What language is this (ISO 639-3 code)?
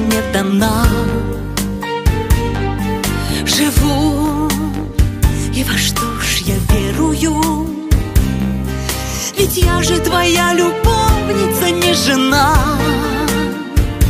rus